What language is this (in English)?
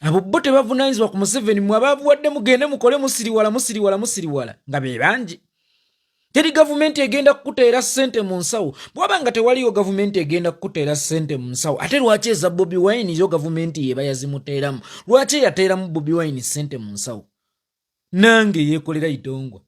Ganda